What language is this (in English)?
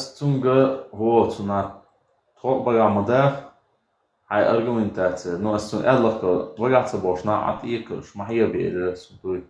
Chechen